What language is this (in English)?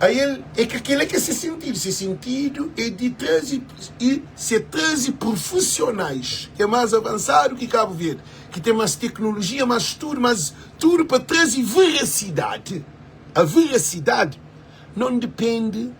Kabuverdianu